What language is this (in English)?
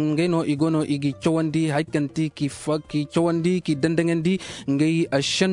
Zarma